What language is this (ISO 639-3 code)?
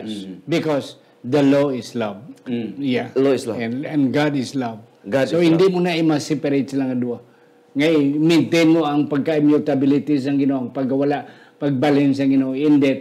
hil